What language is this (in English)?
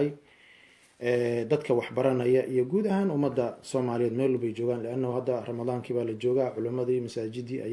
Somali